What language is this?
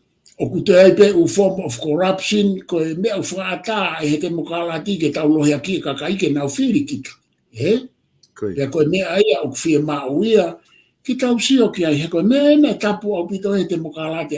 Tongan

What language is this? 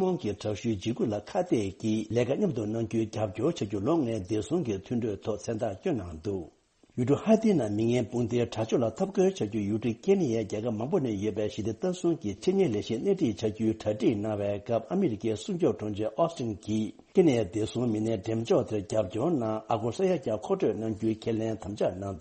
Tibetan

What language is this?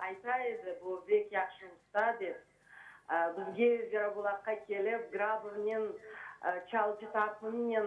Crimean Tatar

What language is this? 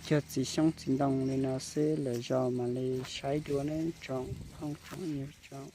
Hmong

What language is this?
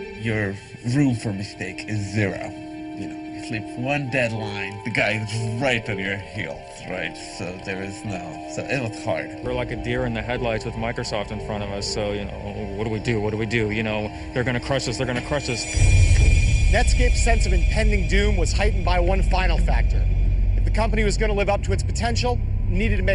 English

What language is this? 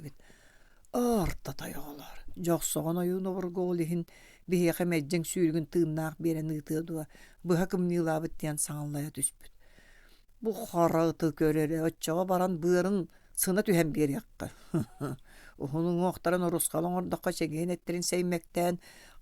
Yakut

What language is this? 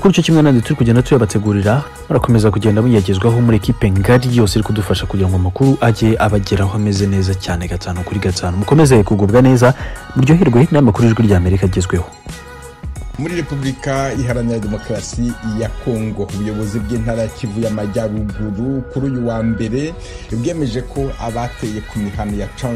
Kinyarwanda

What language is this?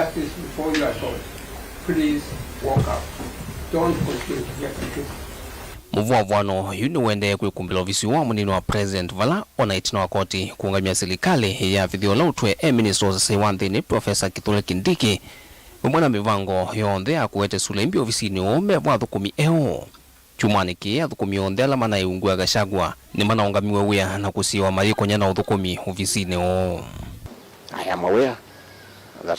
Kamba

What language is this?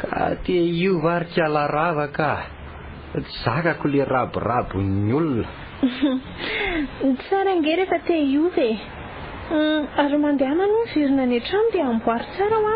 Malagasy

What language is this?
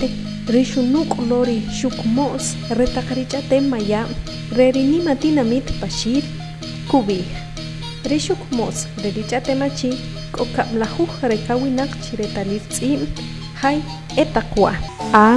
Achi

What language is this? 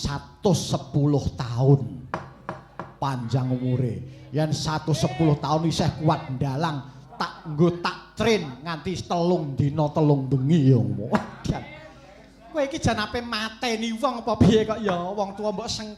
Javanese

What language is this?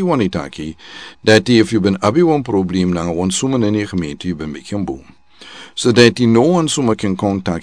Sranan Tongo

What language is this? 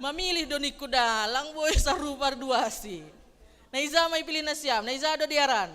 Batak Simalungun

